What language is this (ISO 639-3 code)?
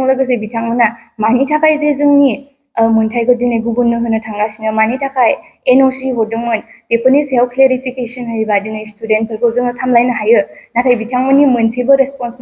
brx